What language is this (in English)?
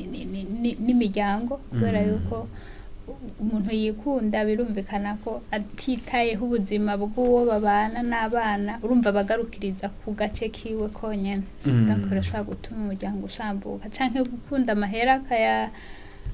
Rundi